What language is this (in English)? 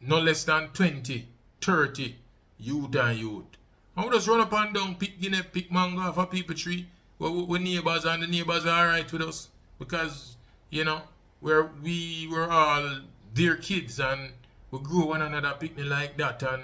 Jamaican Creole English